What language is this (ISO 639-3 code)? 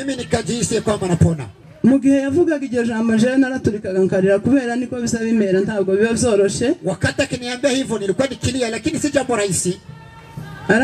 kin